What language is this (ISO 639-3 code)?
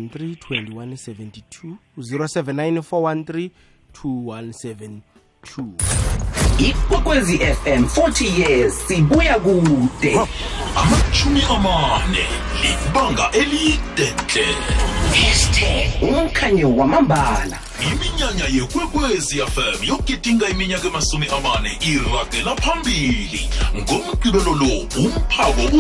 nbl